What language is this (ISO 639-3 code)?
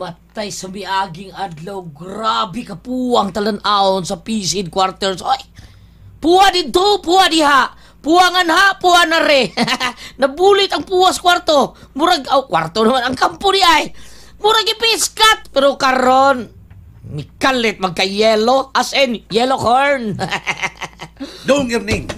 ceb